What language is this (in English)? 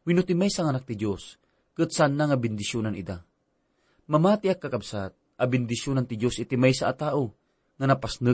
Iloko